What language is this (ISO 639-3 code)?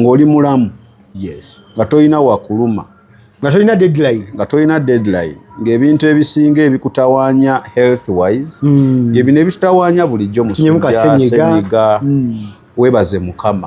lug